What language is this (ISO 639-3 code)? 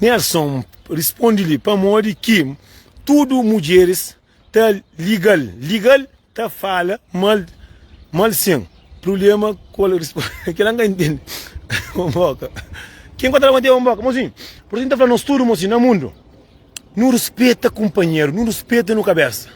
kea